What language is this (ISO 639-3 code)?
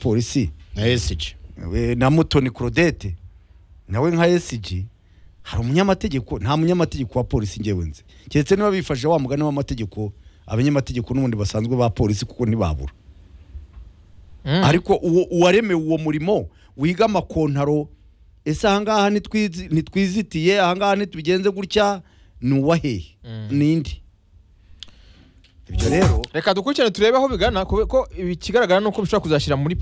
kin